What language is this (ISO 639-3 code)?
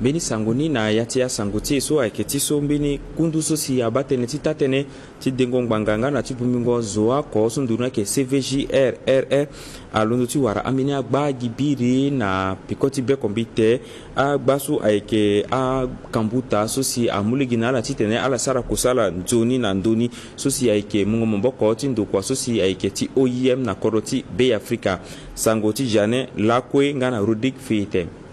sag